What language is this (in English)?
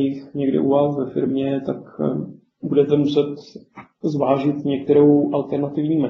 Czech